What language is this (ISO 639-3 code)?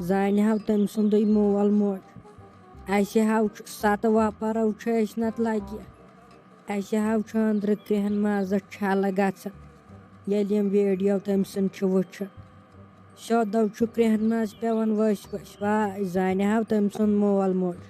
kas